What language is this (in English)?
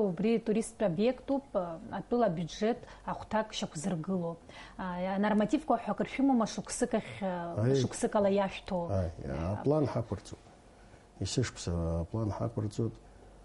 Abkhazian